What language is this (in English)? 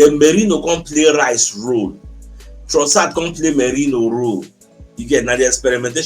Nigerian Pidgin